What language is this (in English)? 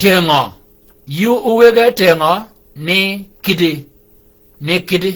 Shilluk